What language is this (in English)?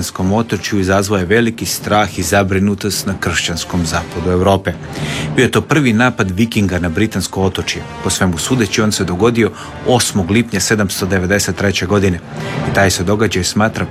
Croatian